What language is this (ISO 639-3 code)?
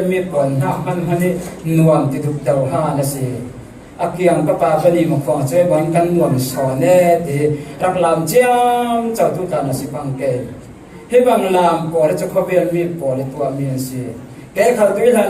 cfm